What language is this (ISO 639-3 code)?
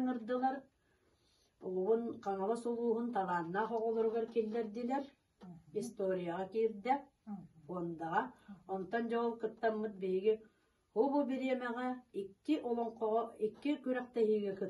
sah